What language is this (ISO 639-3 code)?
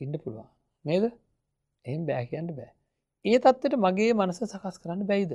sin